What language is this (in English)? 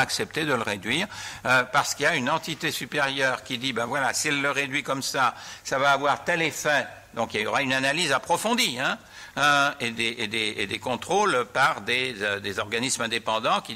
French